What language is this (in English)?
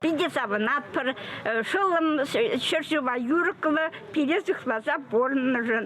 Chuvash